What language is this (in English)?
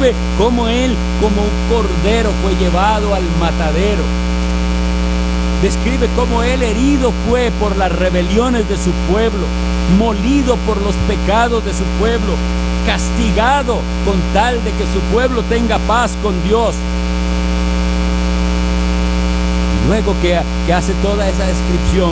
Spanish